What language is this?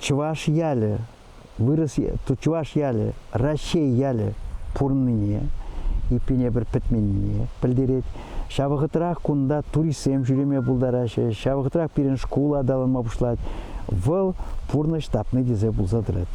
Chuvash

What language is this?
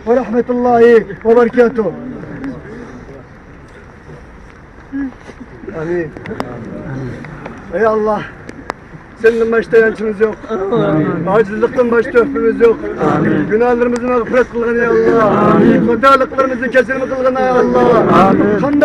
Turkish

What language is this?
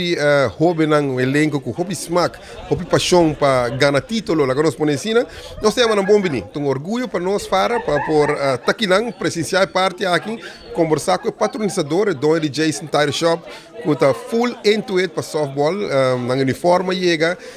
Papiamento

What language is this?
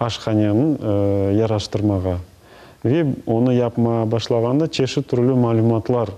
Crimean Tatar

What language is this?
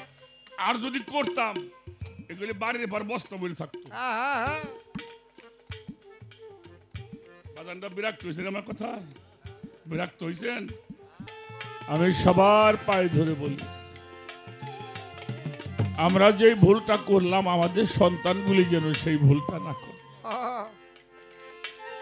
Bangla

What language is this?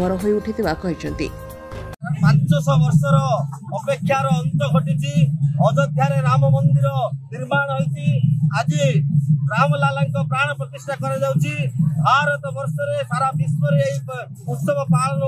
Odia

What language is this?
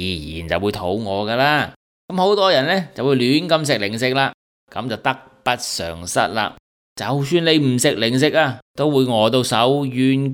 Cantonese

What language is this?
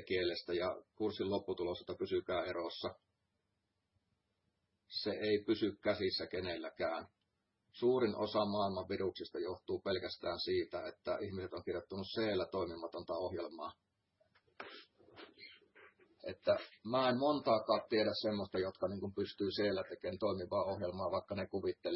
Finnish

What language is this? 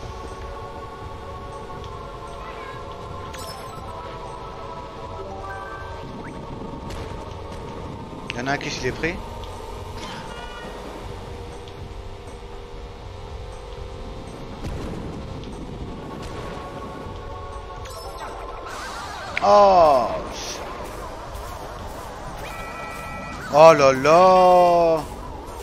French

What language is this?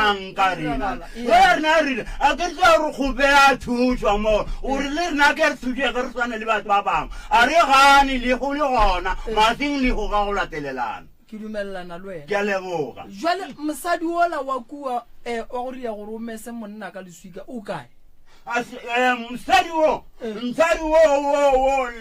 Northern Sotho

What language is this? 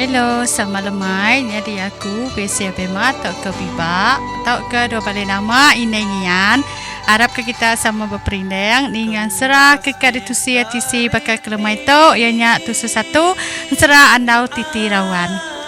Iban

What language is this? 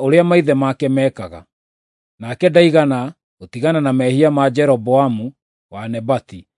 Kikuyu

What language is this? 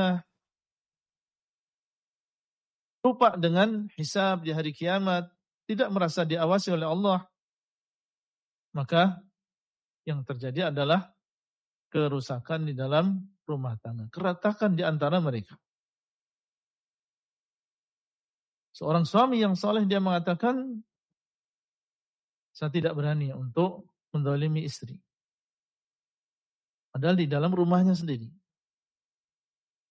Indonesian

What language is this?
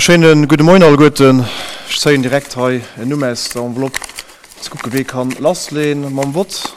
Luxembourgish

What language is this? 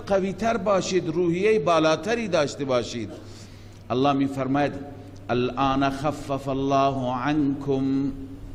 Persian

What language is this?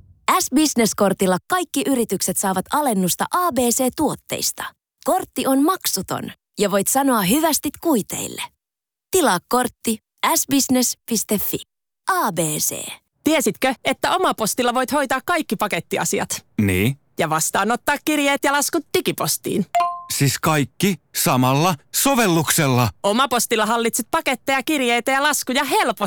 Finnish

